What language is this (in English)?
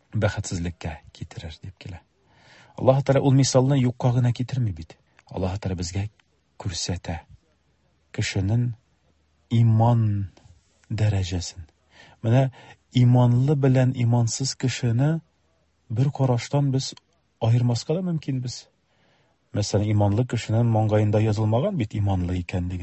Tatar